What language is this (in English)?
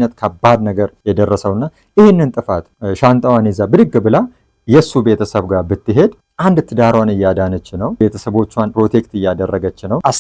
Amharic